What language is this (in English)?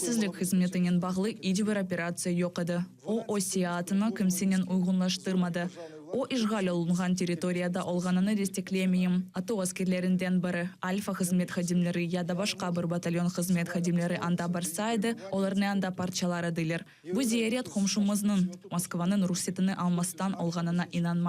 Crimean Tatar